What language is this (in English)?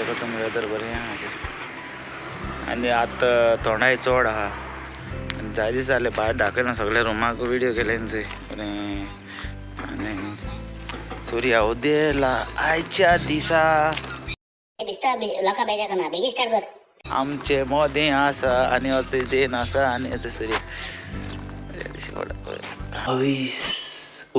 Konkani